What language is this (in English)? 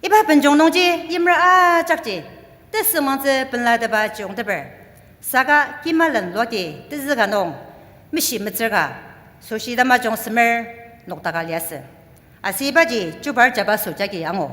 Ao Naga